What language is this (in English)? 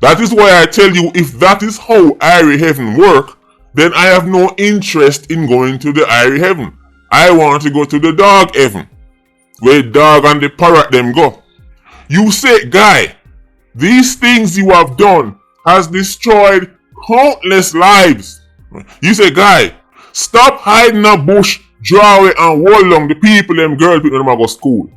Jamaican Creole English